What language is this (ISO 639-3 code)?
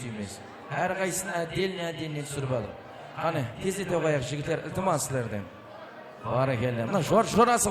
kaa